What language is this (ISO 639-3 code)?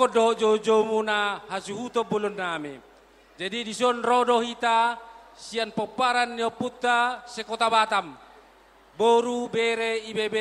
bbc